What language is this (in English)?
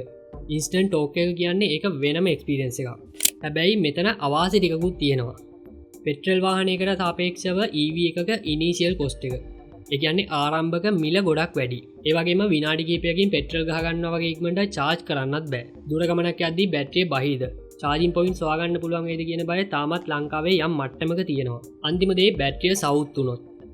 Sinhala